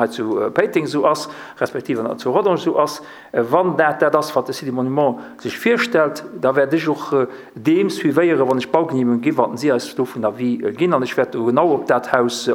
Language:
Luxembourgish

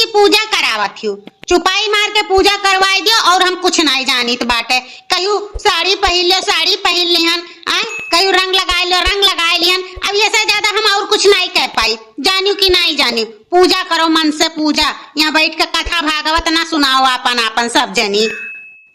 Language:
Awadhi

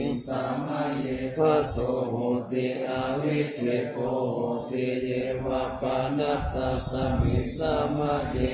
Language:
Pali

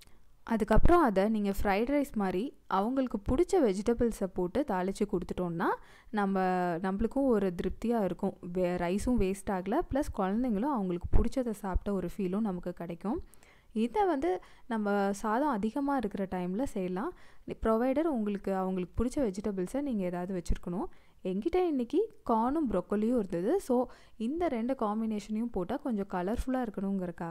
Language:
Tamil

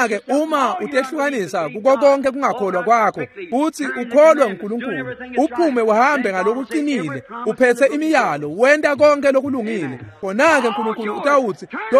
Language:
Swati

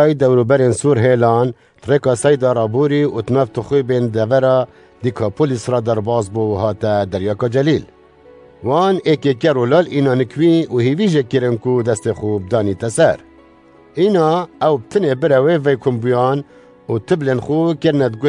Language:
Kurdish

